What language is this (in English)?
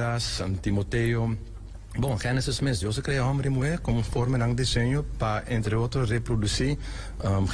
Papiamento